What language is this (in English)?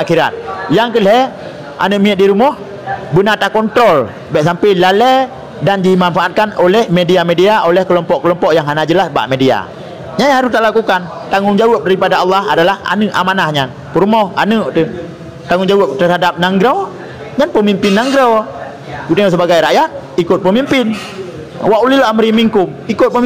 Achinese